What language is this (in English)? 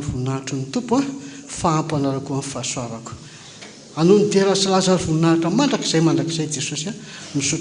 Malagasy